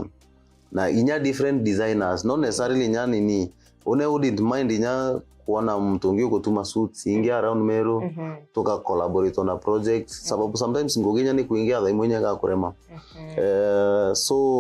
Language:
Meru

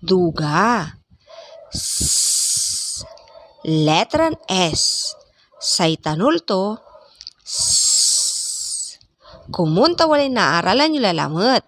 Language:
Pangasinan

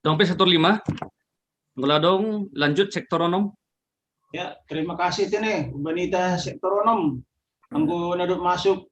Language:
Batak Simalungun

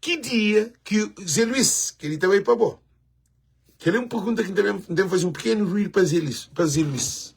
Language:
Kabuverdianu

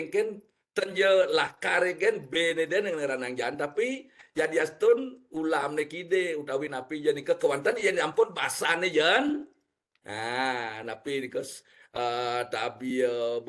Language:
Balinese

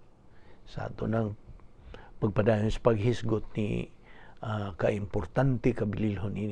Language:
Cebuano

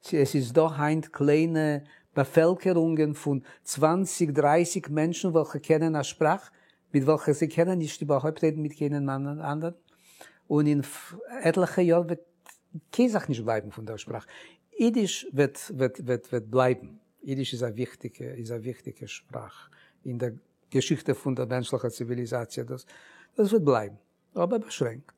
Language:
Yiddish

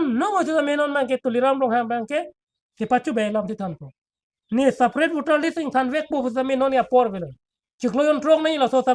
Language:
Karbi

